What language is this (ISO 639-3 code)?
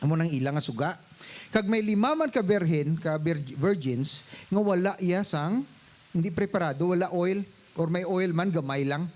hil